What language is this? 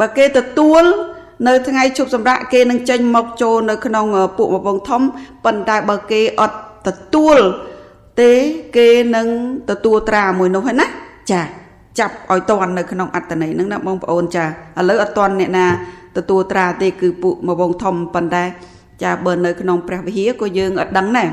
Khmer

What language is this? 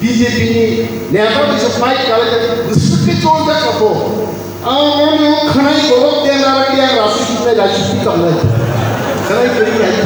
Kok Borok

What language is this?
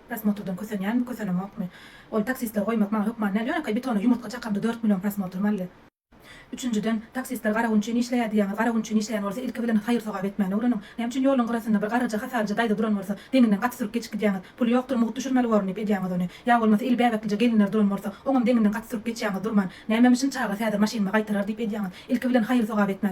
Turkmen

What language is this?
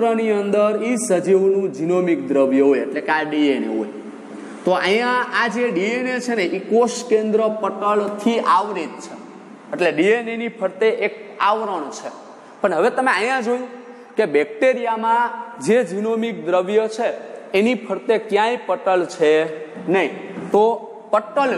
Gujarati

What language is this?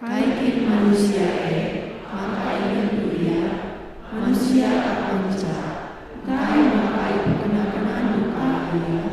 Batak Karo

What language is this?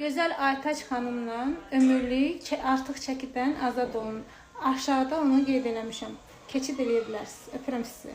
Azerbaijani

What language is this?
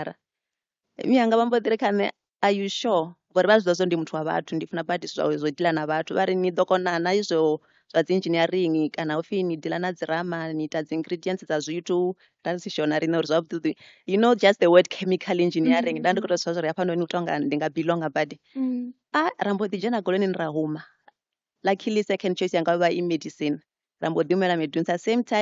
Venda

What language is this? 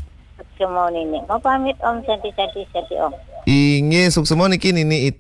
Balinese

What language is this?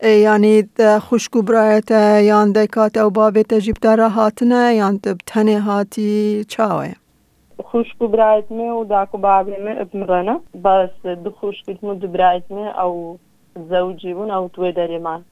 Kurdish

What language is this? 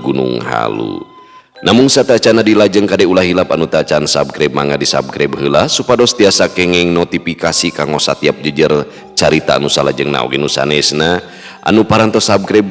Sundanese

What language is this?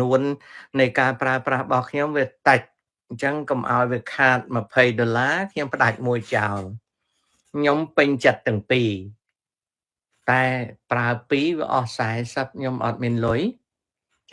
Khmer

